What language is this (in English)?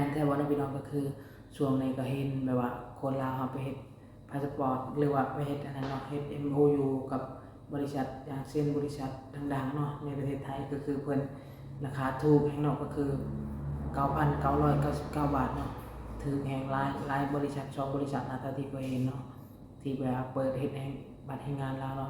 Lao